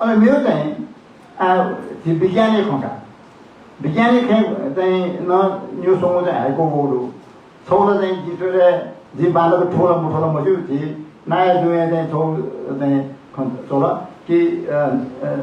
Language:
Newari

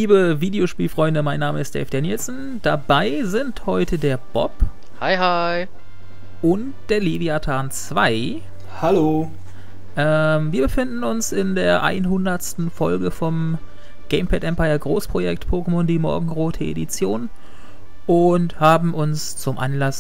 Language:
German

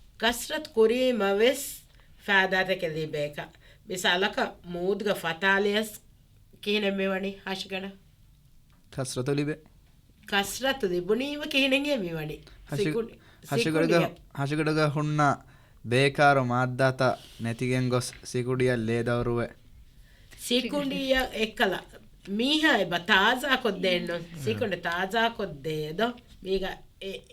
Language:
Divehi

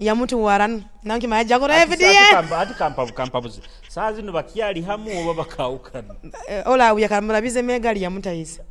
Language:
Nyoro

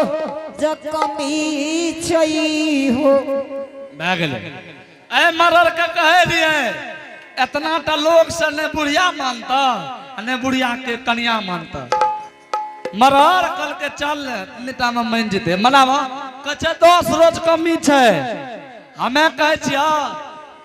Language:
Angika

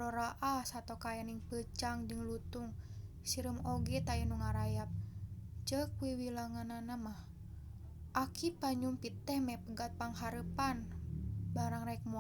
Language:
Sundanese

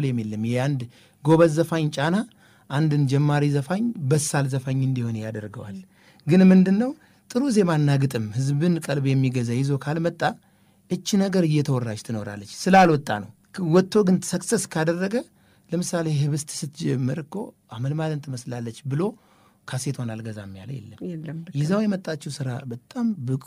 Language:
Amharic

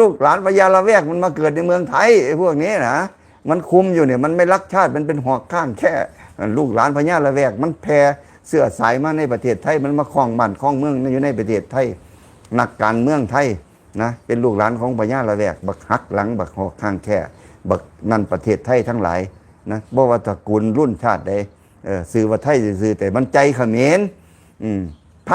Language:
Lao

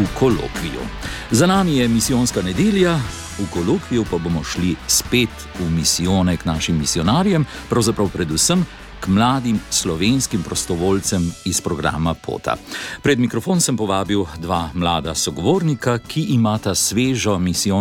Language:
Slovenian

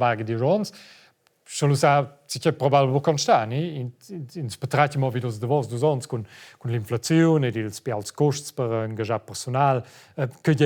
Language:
Romansh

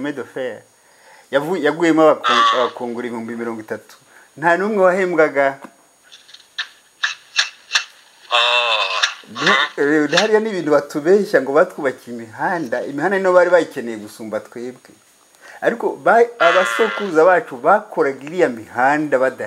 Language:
Kinyarwanda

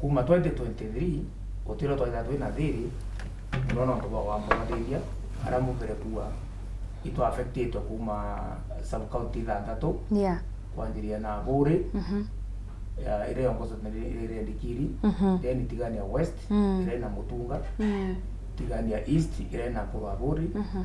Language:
Meru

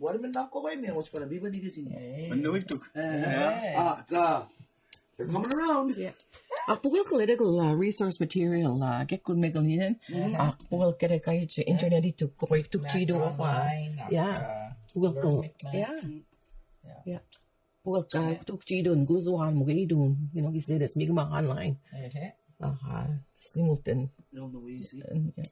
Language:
Mi'kmaw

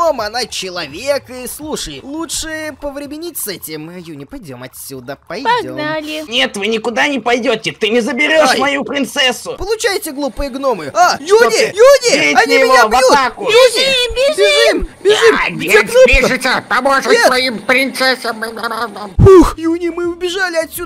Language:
Russian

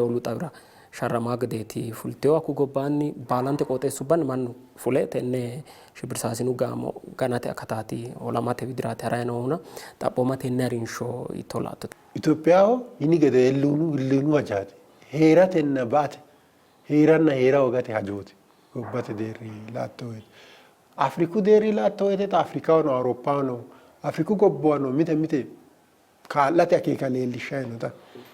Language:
Sidamo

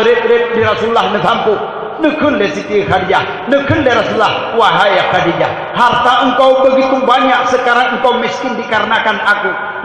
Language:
Achinese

